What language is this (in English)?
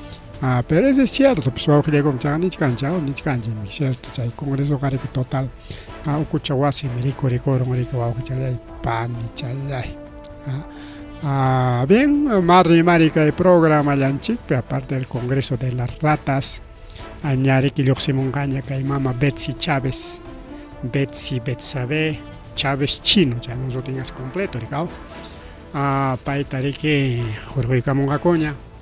Ayacucho Quechua